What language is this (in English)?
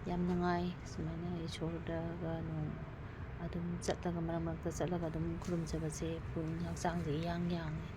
Manipuri